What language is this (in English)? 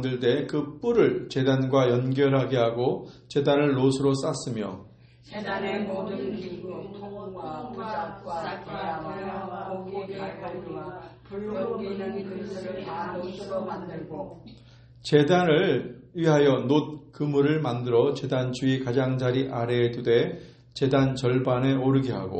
Korean